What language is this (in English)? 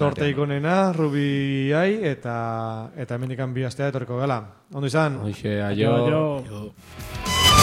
Basque